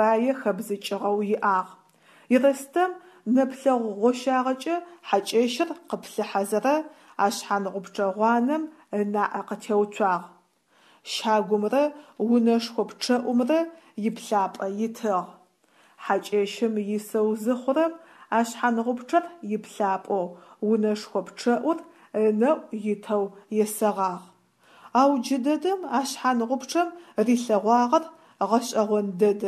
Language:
Adyghe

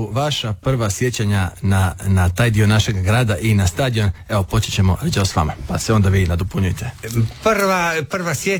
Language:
Croatian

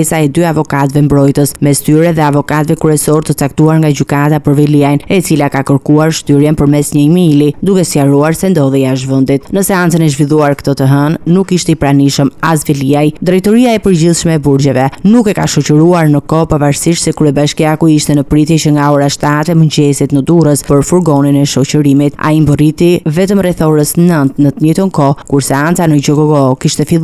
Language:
Albanian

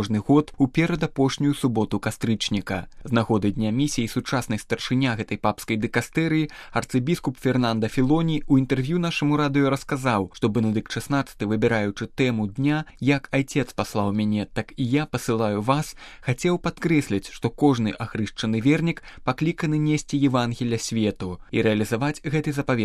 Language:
Belarusian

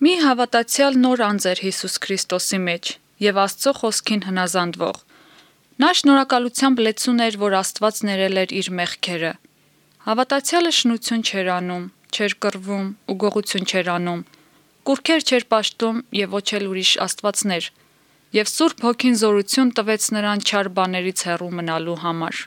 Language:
Armenian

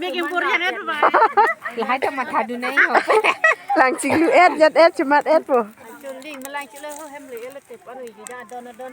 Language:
Karbi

